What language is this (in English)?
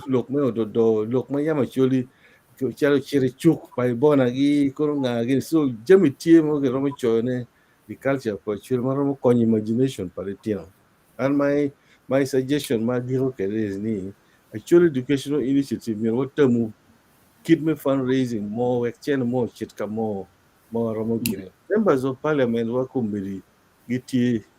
Acoli